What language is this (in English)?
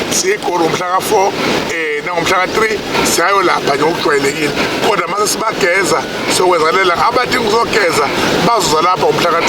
Zulu